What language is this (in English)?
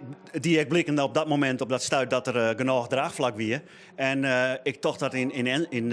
Western Frisian